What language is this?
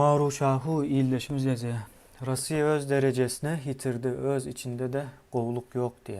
Turkmen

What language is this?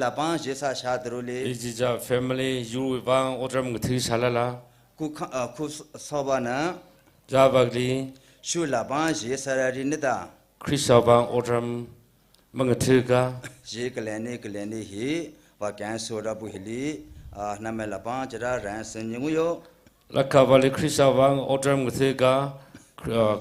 Tangkhul Naga (India)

